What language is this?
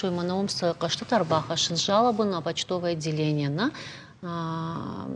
Ossetic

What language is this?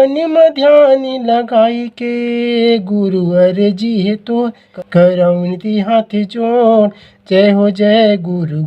Chhattisgarhi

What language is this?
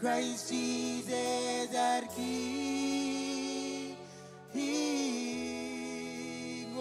Marshallese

